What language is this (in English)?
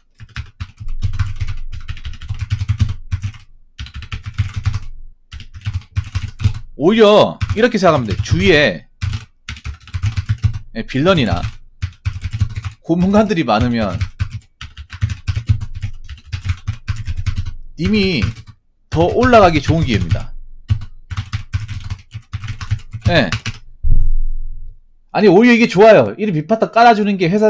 Korean